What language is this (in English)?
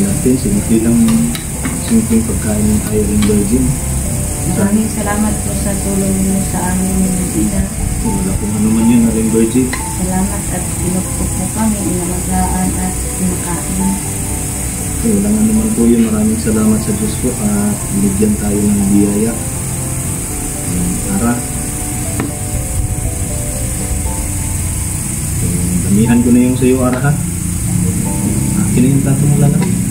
Filipino